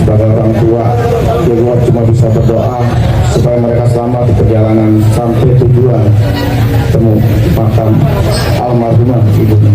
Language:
Betawi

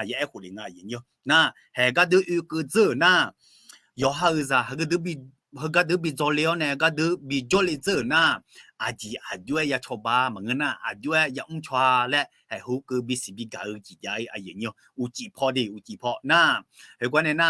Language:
Akha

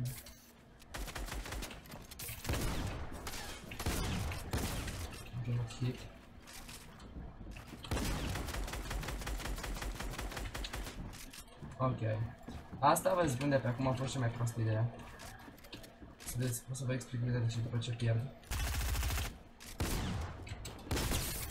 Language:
Romanian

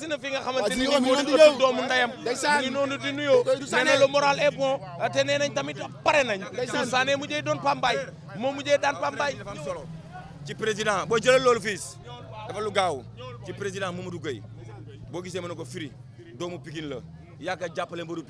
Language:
Wolof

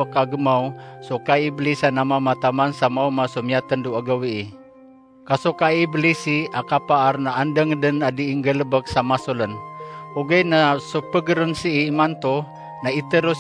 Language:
Maranao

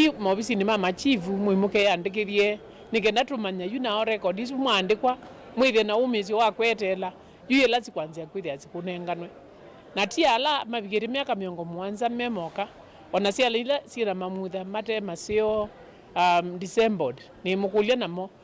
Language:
Kamba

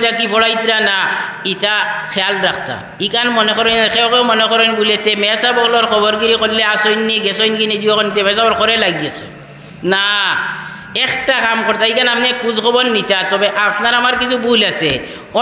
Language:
Sylheti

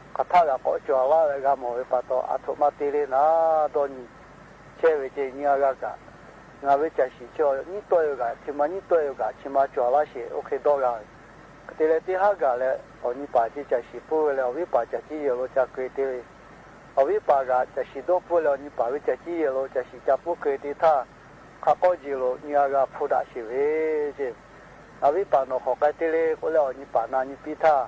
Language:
Lahu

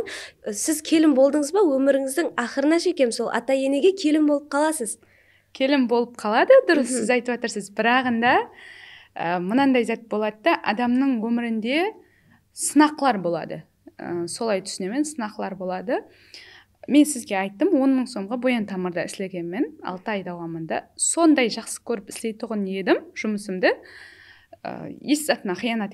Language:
Kara-Kalpak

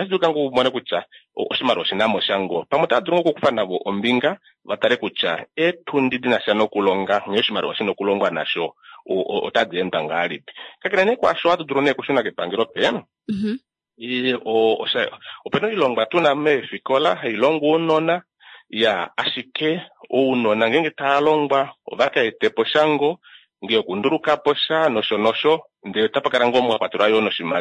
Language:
Kuanyama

